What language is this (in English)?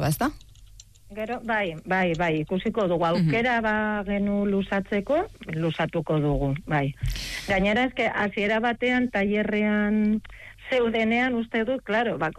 Basque